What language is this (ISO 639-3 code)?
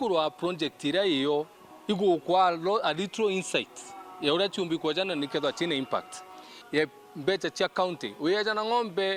mer